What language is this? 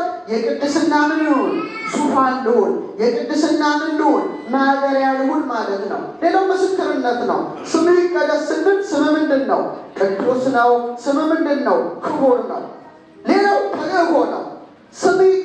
Amharic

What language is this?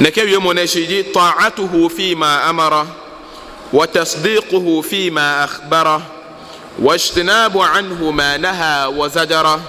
Ga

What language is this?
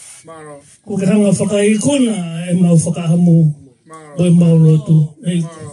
Tongan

